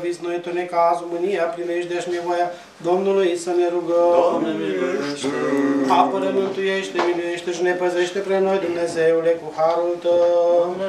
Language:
Romanian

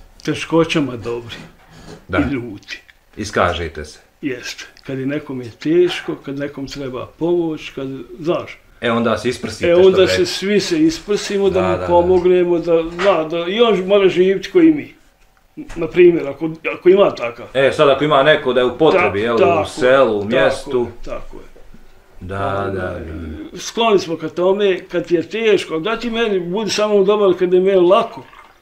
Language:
Bosnian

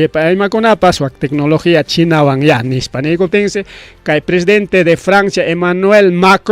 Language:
Ayacucho Quechua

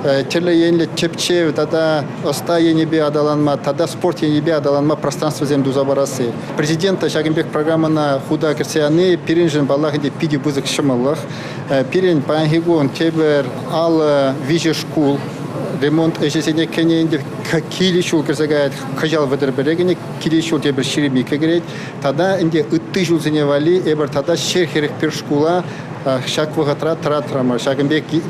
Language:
Chuvash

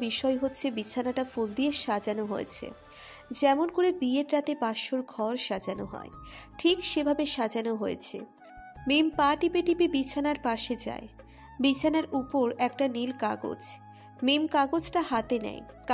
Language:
Bangla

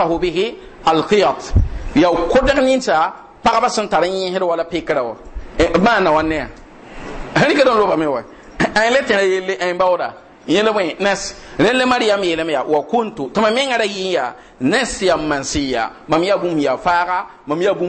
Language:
Mossi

